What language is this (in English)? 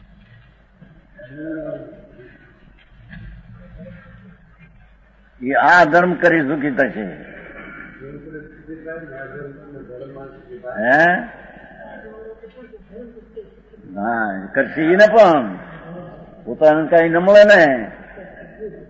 Gujarati